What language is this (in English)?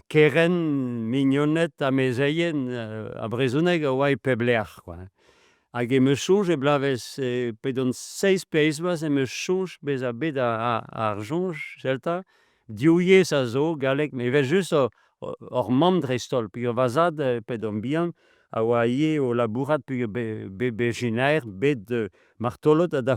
Breton